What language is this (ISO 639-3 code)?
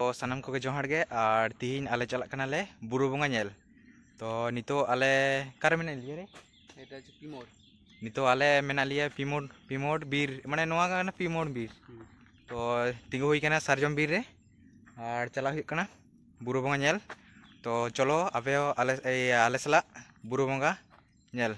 sat